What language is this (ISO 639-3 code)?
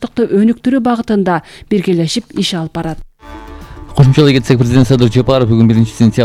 kir